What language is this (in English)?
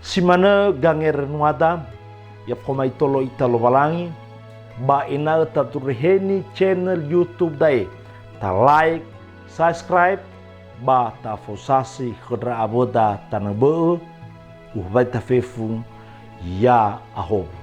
Nias